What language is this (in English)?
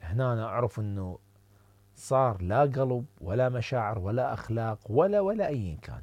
Mesopotamian Arabic